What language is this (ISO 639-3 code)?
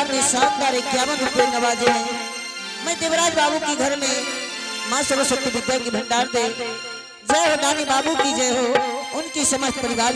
anp